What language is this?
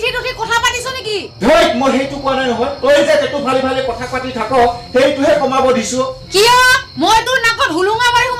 Assamese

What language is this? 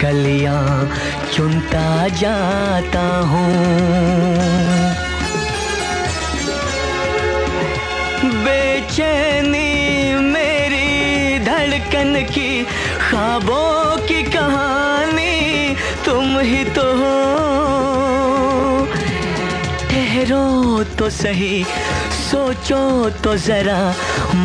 Hindi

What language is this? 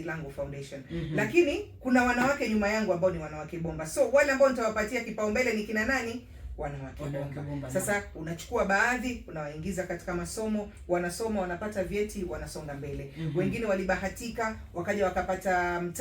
Swahili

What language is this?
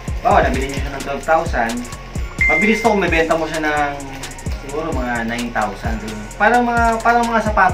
Filipino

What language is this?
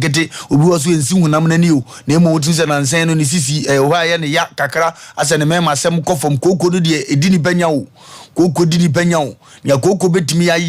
Akan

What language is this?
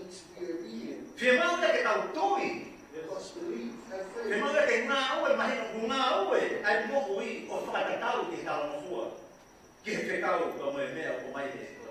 Tongan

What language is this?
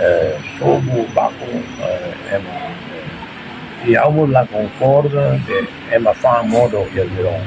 Tetum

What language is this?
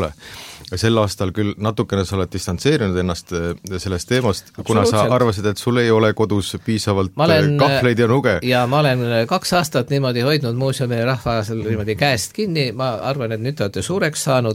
Estonian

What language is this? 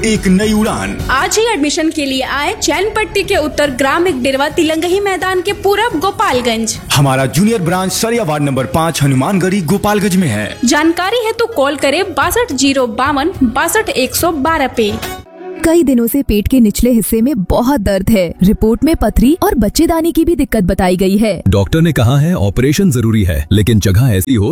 Hindi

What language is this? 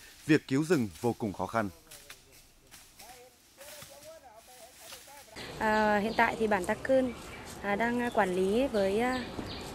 Vietnamese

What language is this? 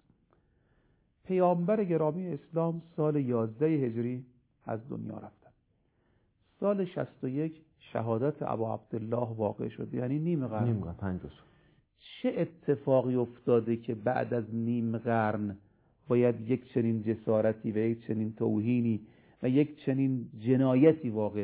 Persian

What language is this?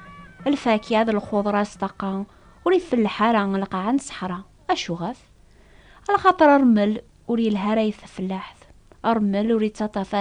Kabyle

